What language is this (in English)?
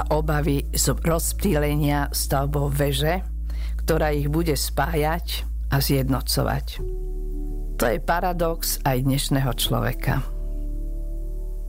Slovak